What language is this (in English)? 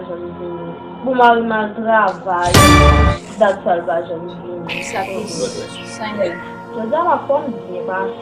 Haitian Creole